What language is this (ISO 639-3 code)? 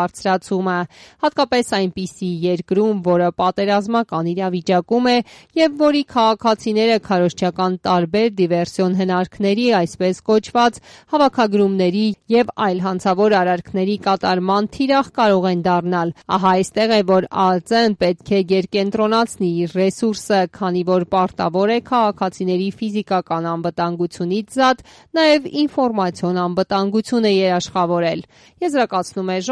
hye